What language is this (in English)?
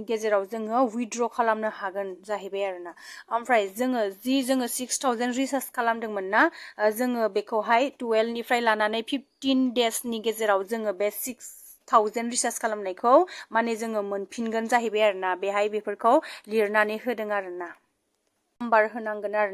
Bodo